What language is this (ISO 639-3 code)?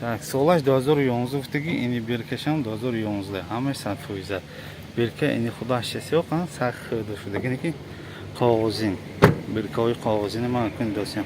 tgk